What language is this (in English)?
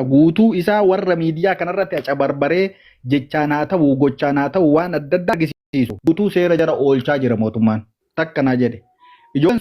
Oromo